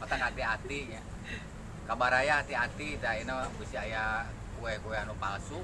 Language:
Sundanese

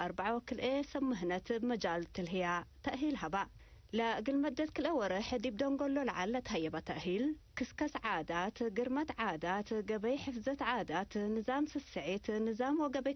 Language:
Tigre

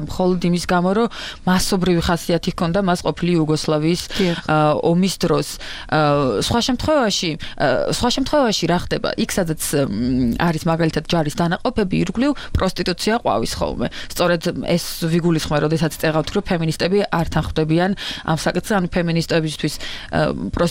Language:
Georgian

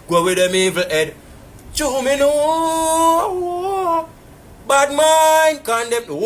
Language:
Jamaican Creole English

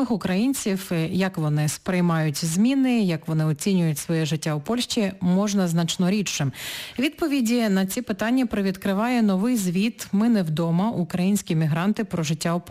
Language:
Ukrainian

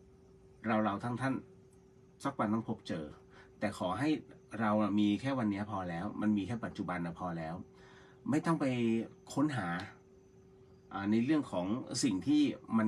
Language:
Thai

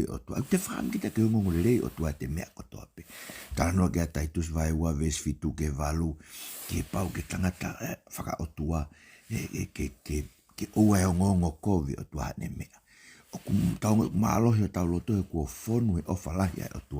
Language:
Tongan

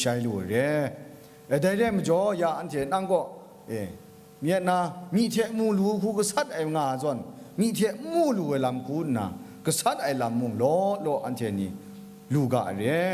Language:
Kachin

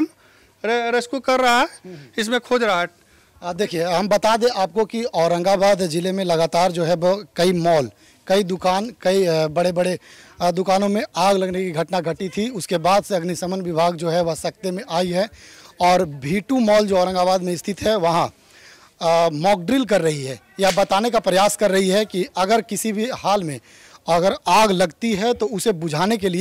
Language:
Hindi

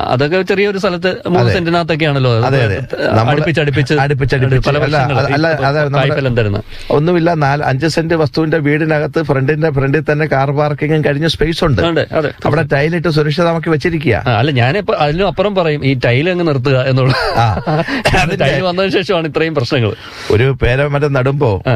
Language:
Malayalam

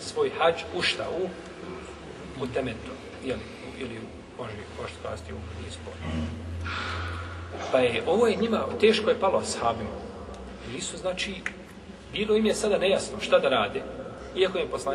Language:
Bosnian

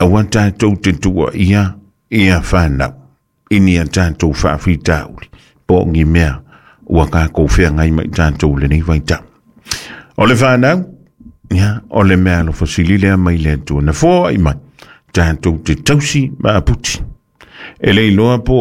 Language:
Samoan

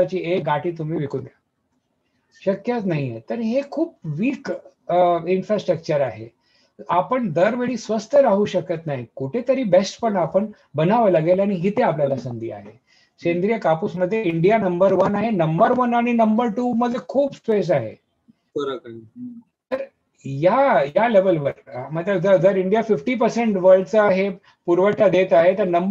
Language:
Marathi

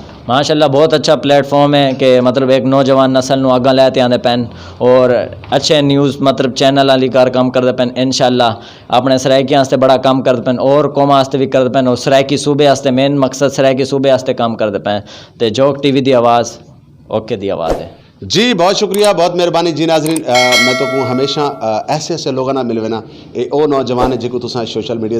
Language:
Saraiki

